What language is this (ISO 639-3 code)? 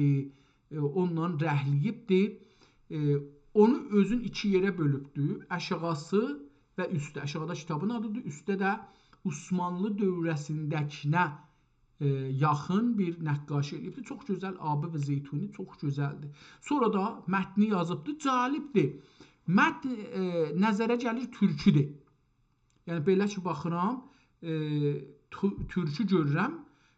azb